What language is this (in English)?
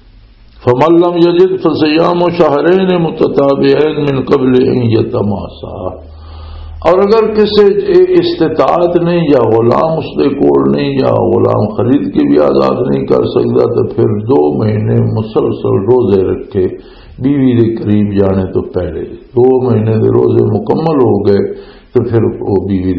Western Panjabi